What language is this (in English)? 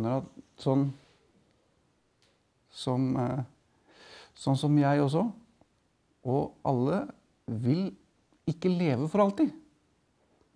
Norwegian